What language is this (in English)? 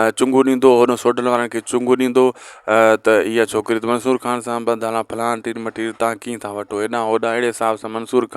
Sindhi